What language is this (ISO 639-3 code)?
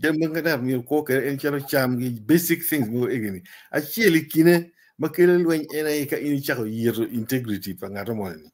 ach